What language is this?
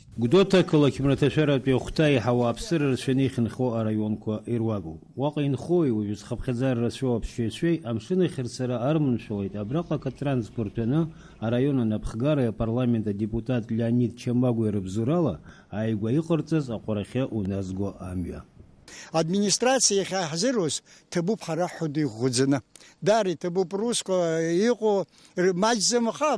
Abkhazian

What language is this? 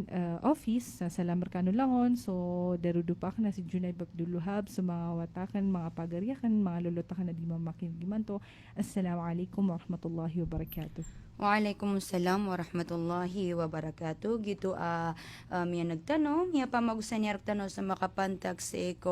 Maranao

